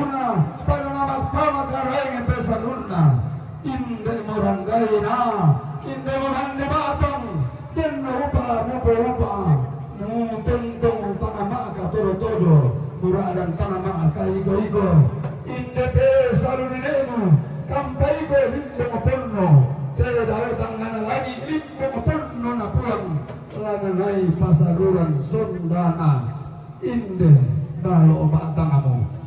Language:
Toraja-Sa'dan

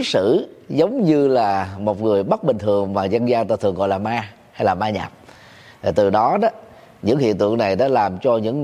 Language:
Vietnamese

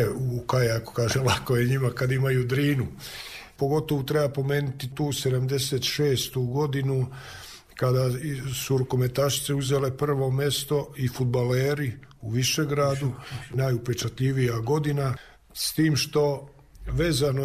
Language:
Serbian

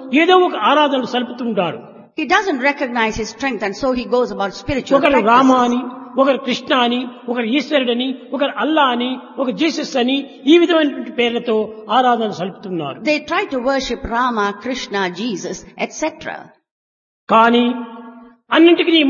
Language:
Telugu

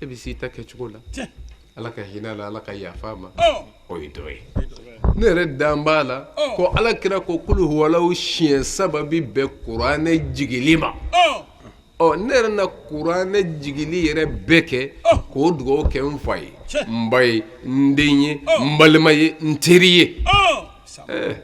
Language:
Bambara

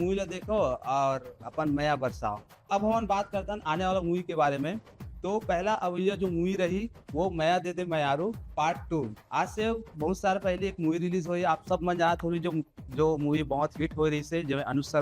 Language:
Chhattisgarhi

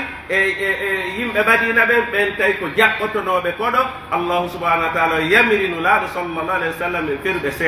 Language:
Pular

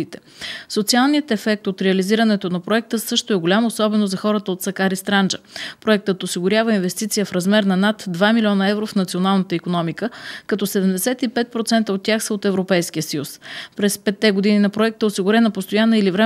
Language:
Bulgarian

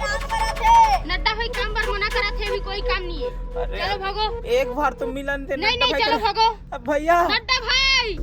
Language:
Chhattisgarhi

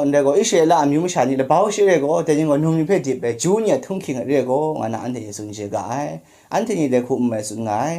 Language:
Kachin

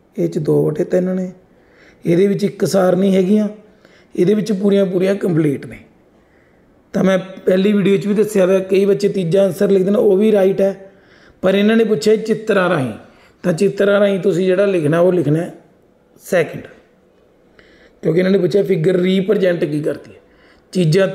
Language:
Punjabi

